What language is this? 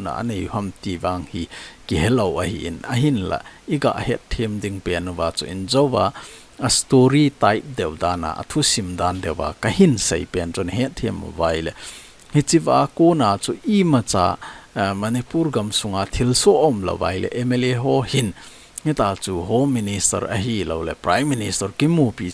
Thado Chin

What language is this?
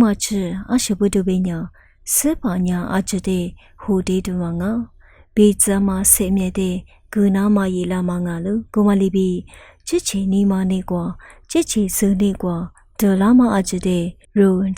Lisu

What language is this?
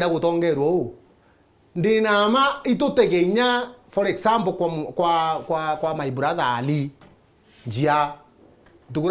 Meru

